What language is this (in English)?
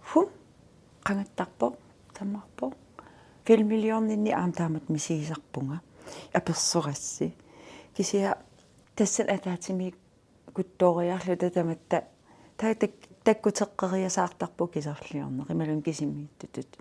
Kalaallisut